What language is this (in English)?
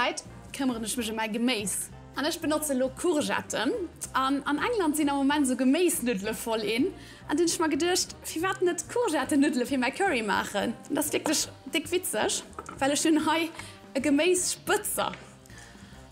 Luxembourgish